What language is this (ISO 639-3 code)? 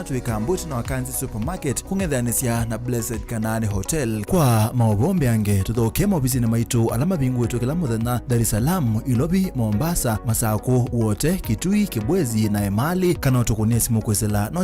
kam